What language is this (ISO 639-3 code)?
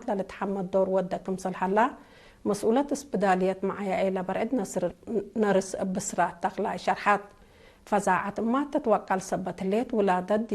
tig